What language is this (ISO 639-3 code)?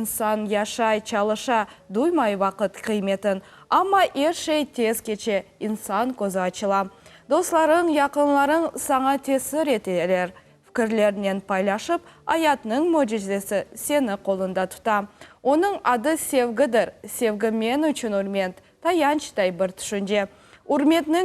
crh